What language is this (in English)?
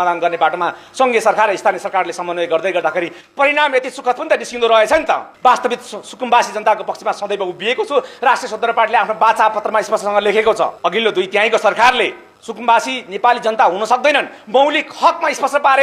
Nepali